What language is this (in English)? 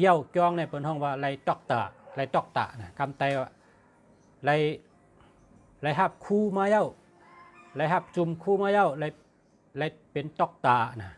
Shan